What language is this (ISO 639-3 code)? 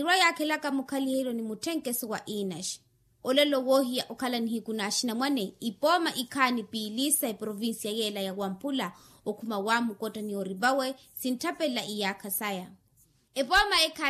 vmw